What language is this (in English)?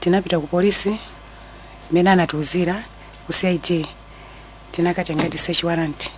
Nyanja